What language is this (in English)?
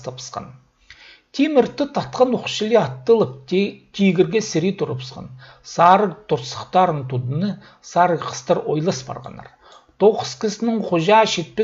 Khakas